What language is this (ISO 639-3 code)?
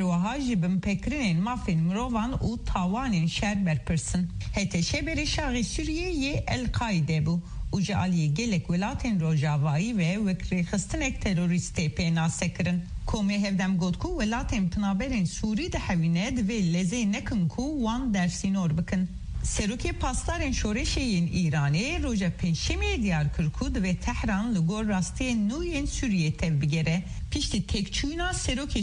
kur